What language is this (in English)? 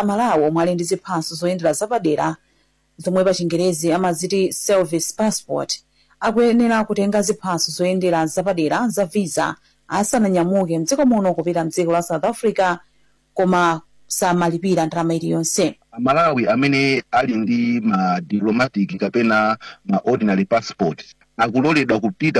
Nyanja